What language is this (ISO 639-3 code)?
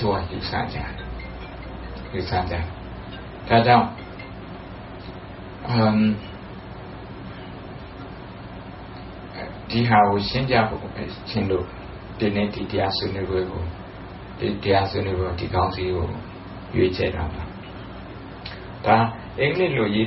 mya